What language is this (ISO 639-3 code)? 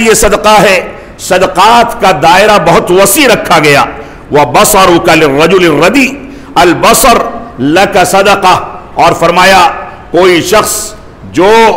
urd